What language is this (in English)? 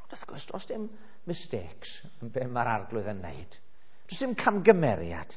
Welsh